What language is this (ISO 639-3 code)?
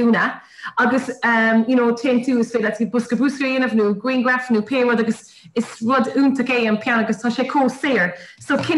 gle